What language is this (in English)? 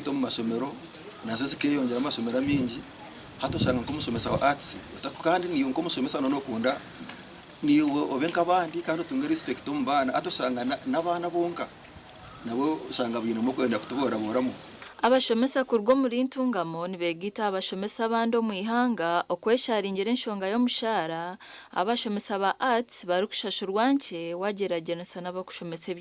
Nyankole